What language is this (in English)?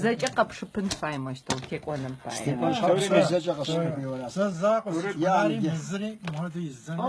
Kabardian